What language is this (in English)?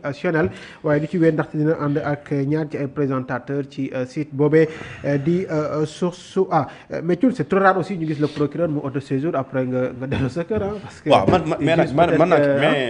Wolof